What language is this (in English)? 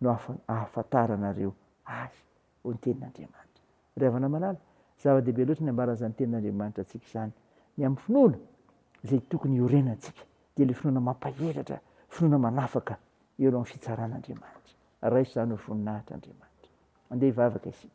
Malagasy